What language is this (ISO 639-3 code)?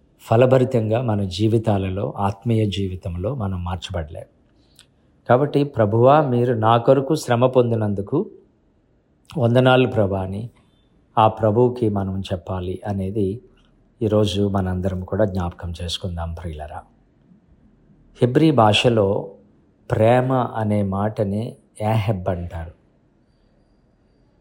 tel